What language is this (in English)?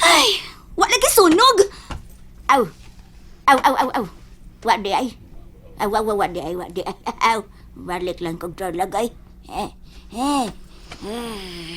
Cebuano